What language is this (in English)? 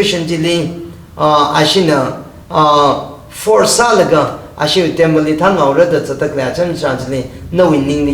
Tangkhul Naga (India)